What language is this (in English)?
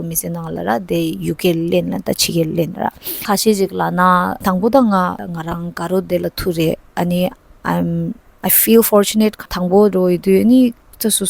Tibetan